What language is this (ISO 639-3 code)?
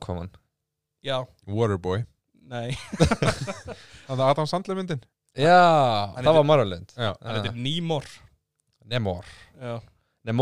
isl